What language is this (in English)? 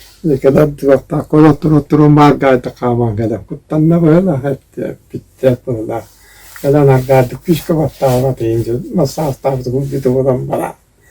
Yakut